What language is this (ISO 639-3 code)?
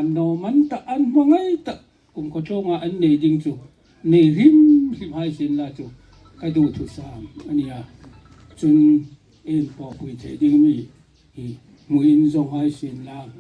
hmr